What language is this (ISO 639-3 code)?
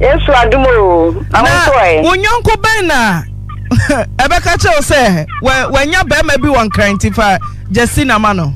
aka